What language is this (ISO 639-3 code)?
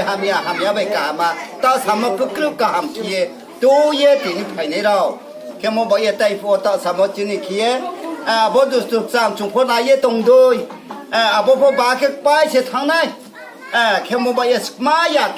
ria